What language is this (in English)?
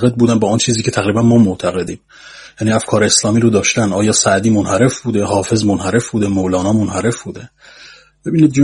Persian